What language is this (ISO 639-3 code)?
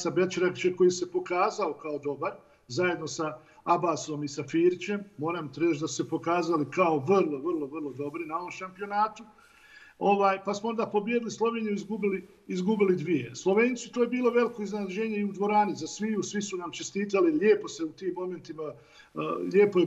bos